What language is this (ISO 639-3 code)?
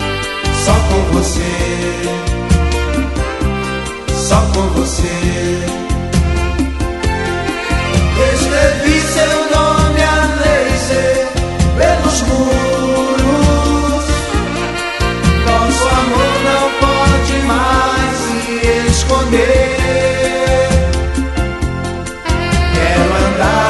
por